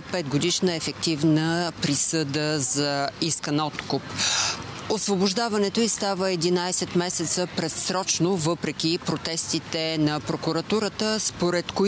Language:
Bulgarian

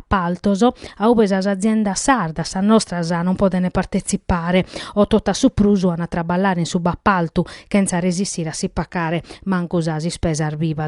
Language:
Sardinian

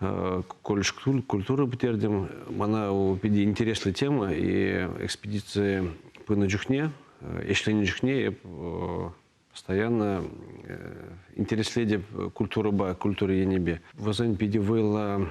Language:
Chuvash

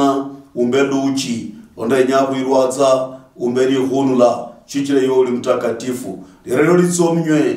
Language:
Luyia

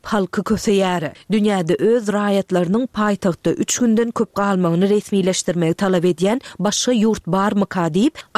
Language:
Turkmen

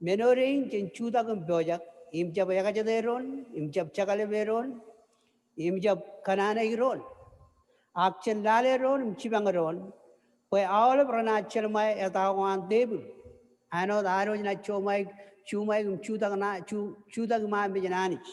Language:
Marshallese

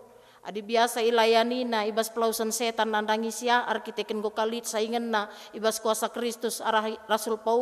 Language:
Batak Karo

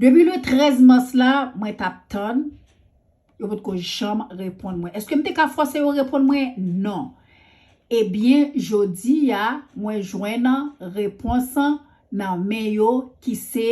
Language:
Haitian Creole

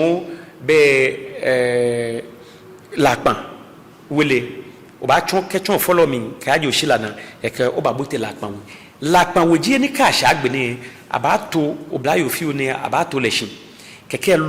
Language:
Ga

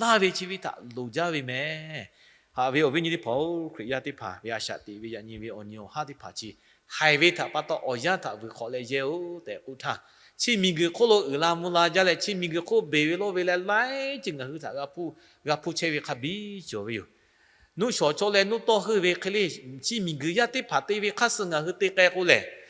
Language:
Lahu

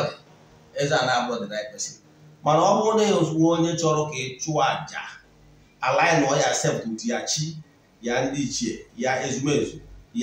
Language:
Igbo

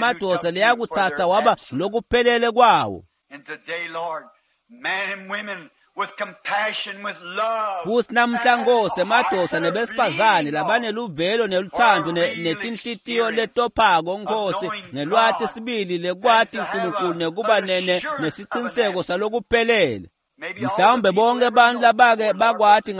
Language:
Swati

